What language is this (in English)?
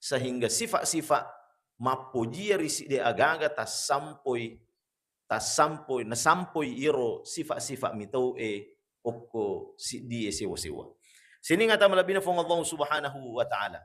Buginese